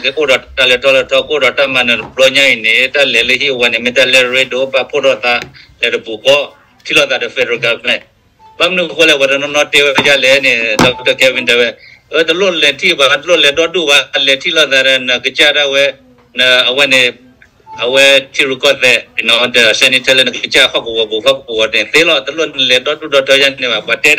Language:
S'gaw Karen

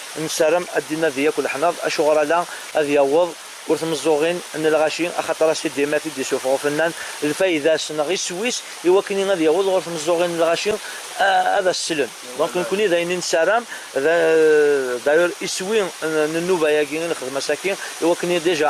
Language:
Kabyle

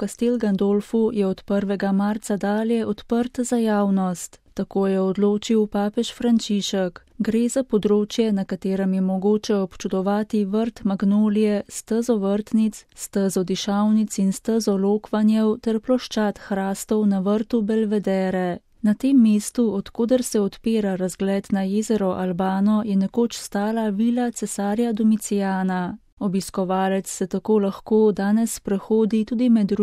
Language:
Slovenian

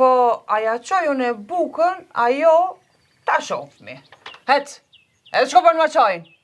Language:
Albanian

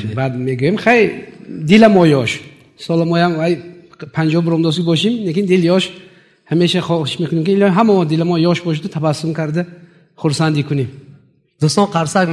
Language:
Tajik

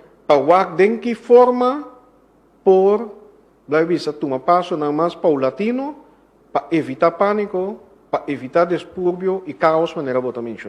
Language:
Papiamento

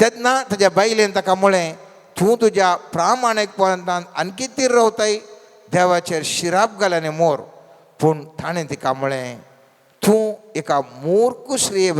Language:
Konkani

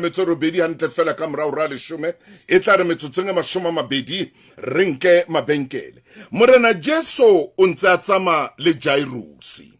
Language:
Southern Sotho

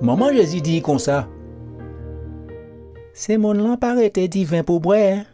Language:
Guadeloupean Creole French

